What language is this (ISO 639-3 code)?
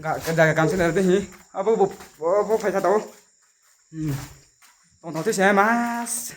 ria